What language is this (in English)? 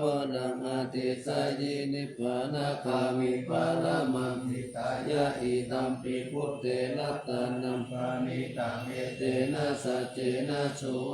Pali